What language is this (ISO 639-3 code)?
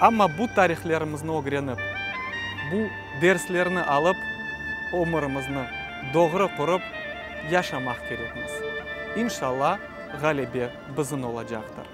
crh